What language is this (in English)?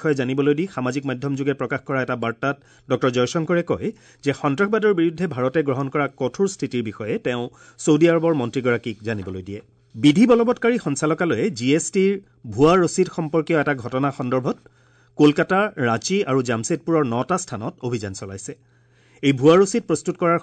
Assamese